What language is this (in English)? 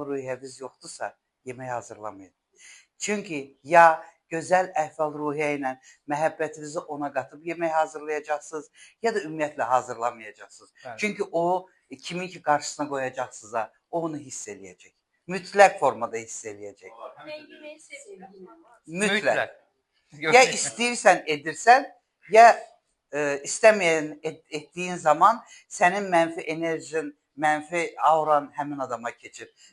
Azerbaijani